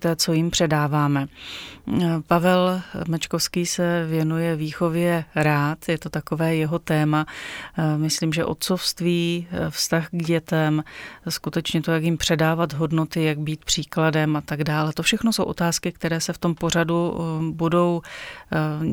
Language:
Czech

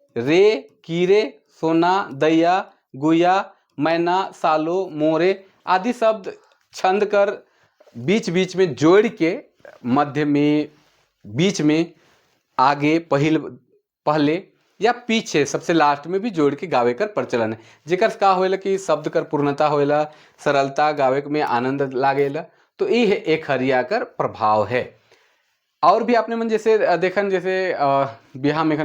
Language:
Sadri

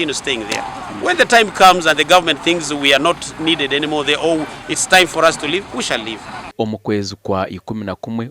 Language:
Nyankole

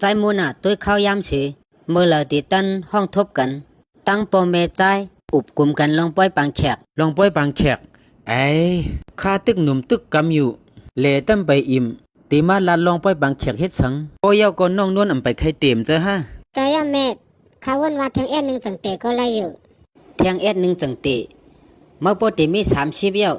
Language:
Shan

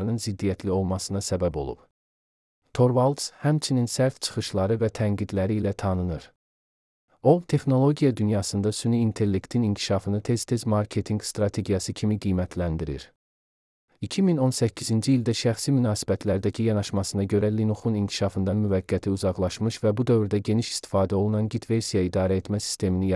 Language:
Azerbaijani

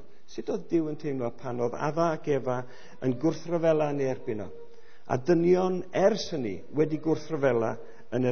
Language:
Welsh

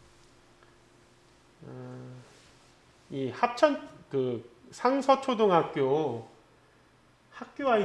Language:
Korean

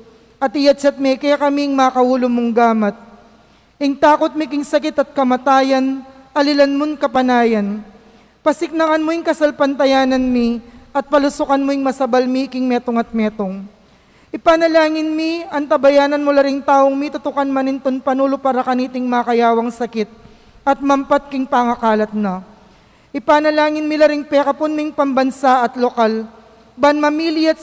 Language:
Pampanga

